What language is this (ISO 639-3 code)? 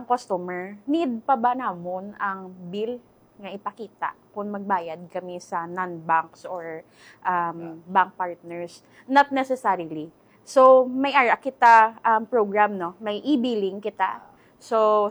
hil